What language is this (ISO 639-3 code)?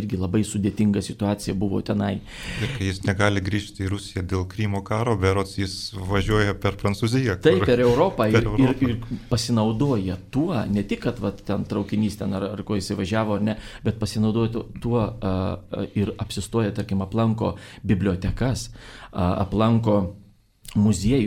lit